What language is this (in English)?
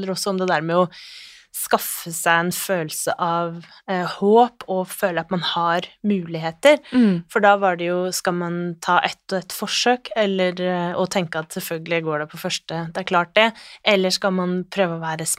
Norwegian